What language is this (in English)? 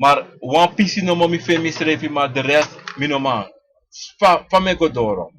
Sranan Tongo